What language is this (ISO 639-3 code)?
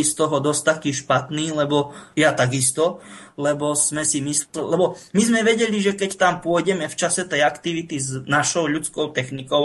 slk